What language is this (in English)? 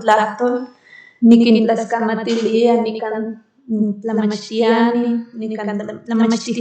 Central Nahuatl